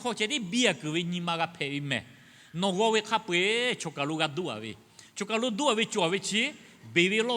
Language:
Lahu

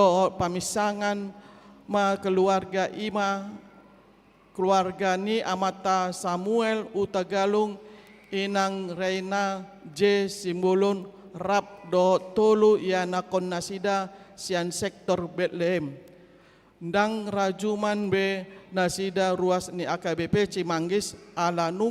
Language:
Batak Toba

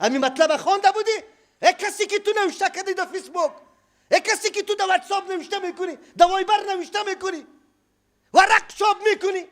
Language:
Persian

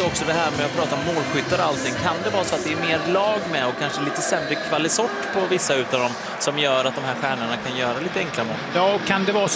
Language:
Swedish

